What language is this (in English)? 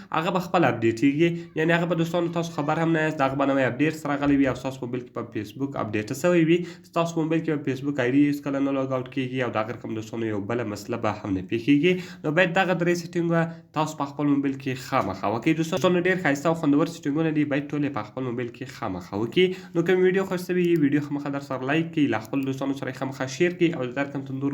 Pashto